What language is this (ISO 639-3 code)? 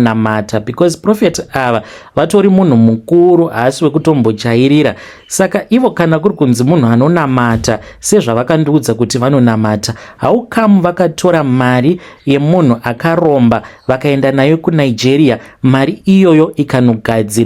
sna